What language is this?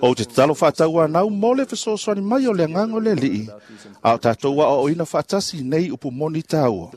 Samoan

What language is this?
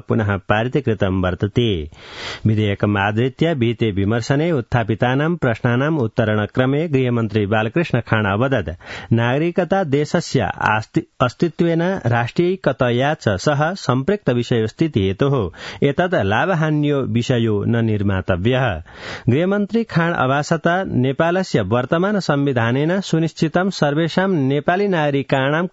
Sanskrit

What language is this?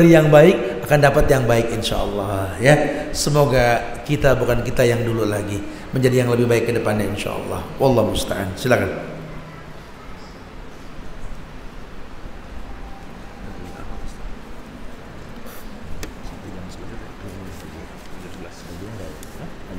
Indonesian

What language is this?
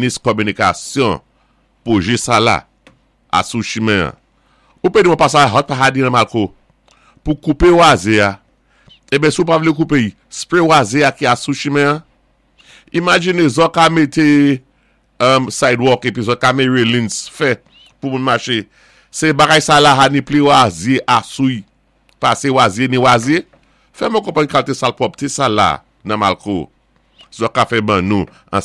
Saint Lucian Creole French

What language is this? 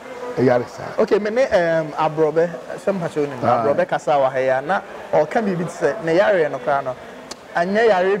Akan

